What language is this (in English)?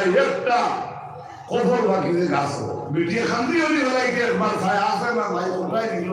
Sylheti